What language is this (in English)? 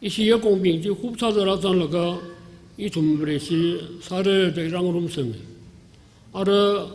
Tangkhul Naga (India)